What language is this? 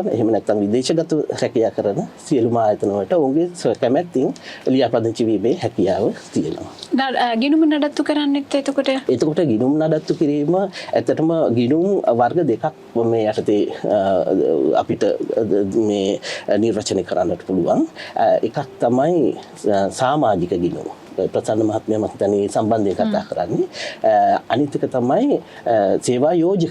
Sinhala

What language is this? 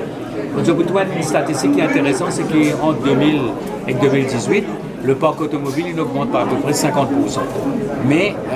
Morisyen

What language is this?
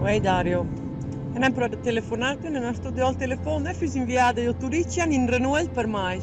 Romansh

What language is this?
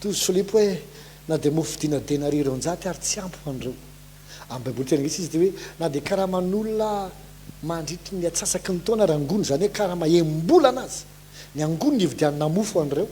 Malagasy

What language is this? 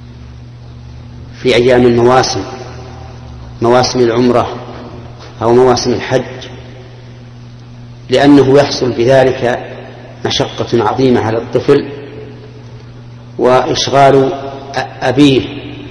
Arabic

